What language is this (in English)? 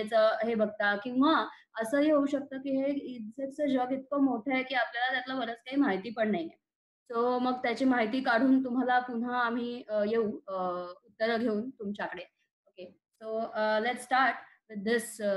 Marathi